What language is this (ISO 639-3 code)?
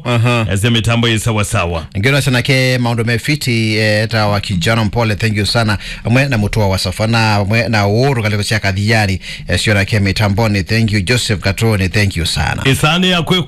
kam